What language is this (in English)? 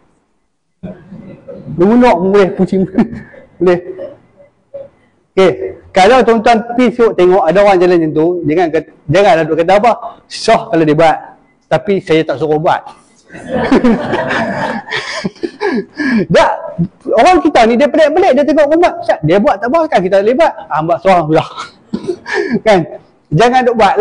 Malay